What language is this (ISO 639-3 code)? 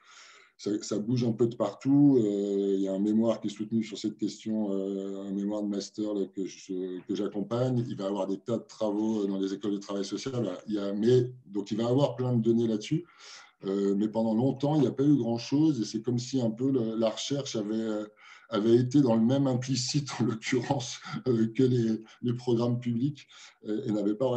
fra